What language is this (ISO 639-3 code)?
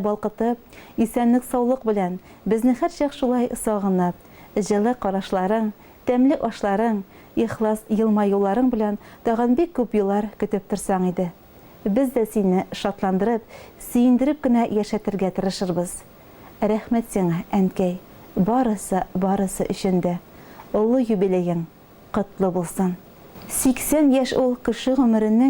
tat